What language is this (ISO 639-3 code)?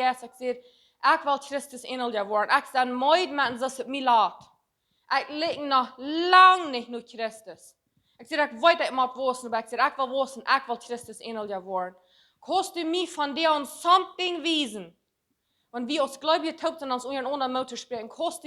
pdt